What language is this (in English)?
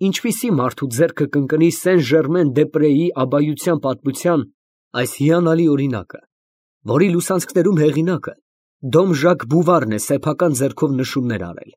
Armenian